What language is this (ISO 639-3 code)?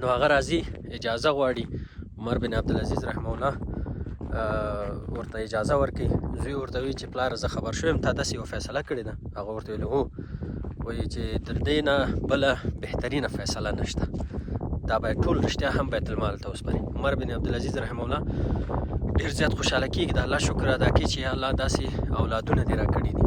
pus